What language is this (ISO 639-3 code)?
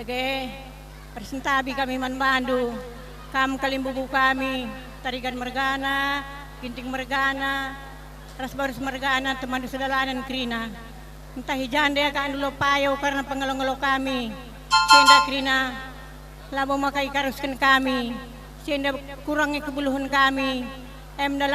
btx